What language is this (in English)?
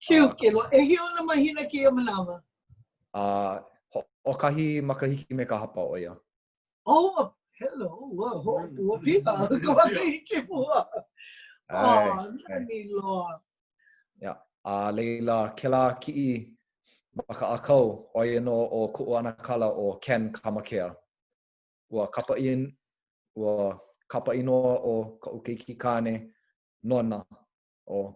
Hawaiian